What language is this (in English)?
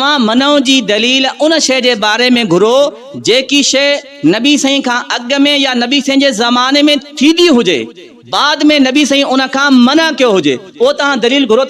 Sindhi